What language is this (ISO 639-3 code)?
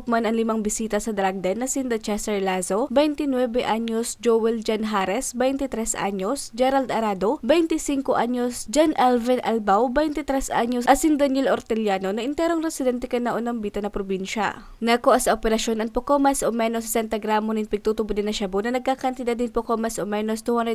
bik